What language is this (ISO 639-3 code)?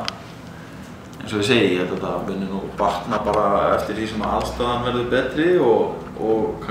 isl